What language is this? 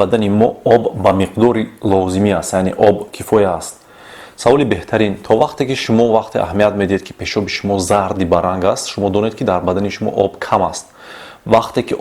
Tajik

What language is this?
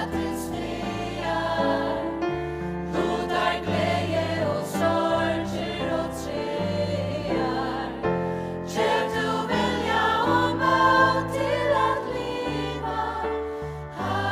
Faroese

